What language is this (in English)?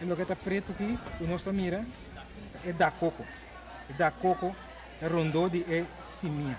Papiamento